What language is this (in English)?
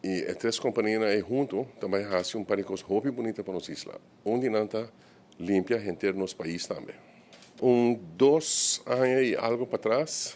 Papiamento